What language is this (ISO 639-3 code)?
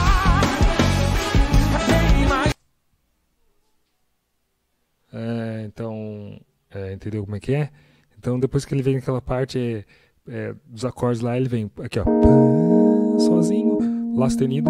por